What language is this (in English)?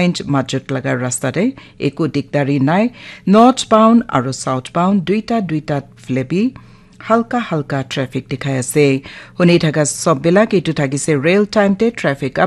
Naga Pidgin